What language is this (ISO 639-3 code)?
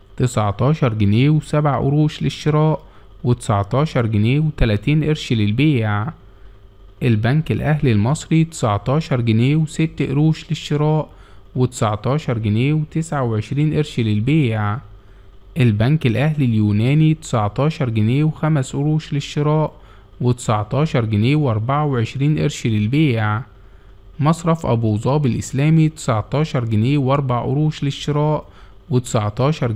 arz